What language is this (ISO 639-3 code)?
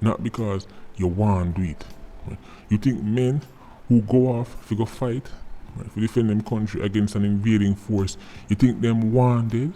jam